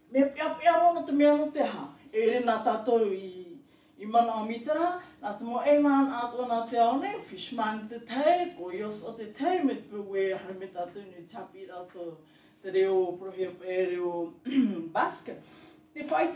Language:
Tahitian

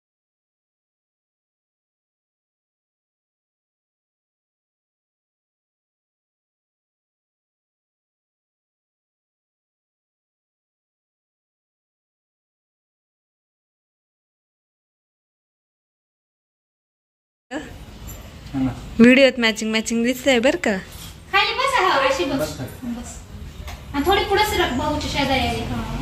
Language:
Marathi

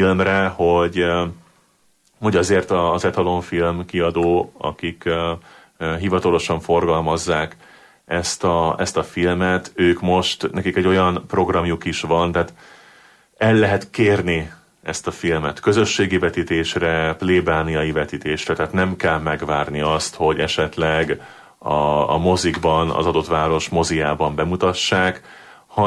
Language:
Hungarian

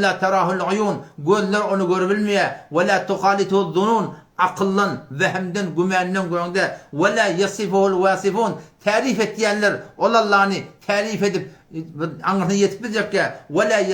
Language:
Turkmen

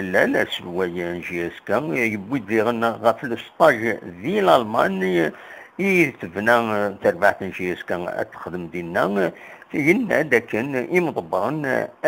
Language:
Kabyle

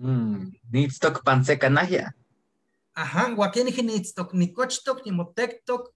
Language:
Eastern Huasteca Nahuatl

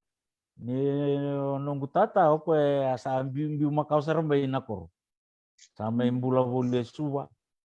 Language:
Fijian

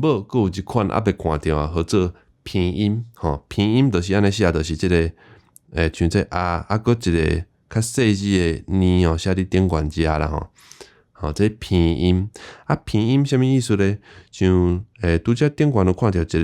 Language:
Min Nan Chinese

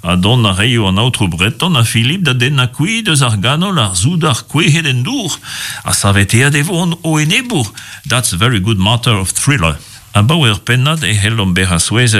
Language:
Breton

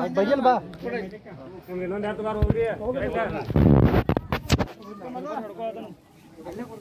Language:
Kannada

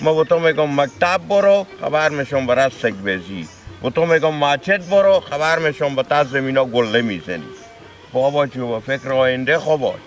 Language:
Persian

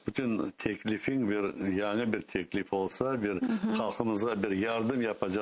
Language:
Crimean Tatar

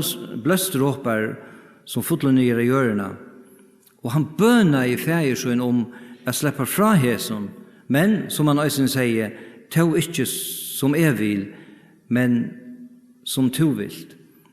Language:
Faroese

